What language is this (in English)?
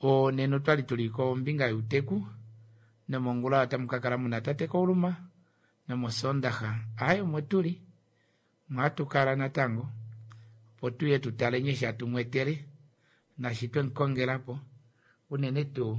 Kuanyama